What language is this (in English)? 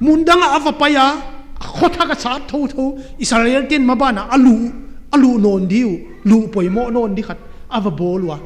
Paite Chin